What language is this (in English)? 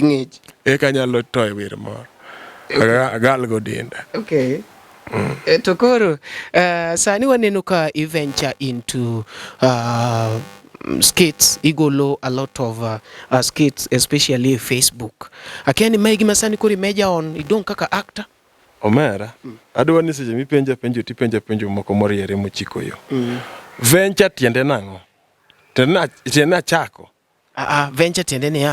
Luo (Kenya and Tanzania)